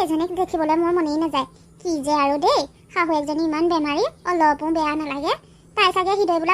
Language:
Assamese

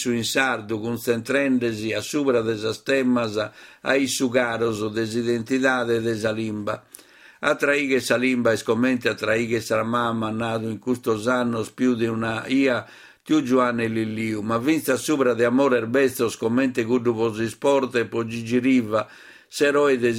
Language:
Sardinian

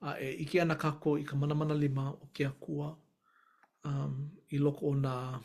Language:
Hawaiian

